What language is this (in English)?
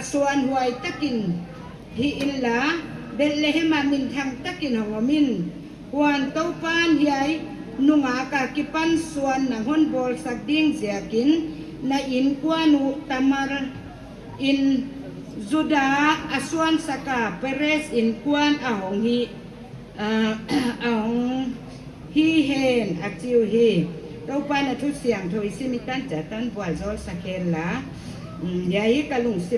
Paite Chin